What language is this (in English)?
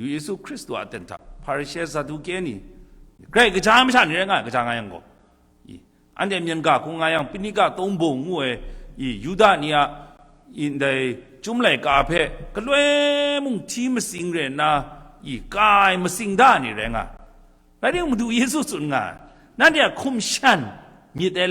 Kachin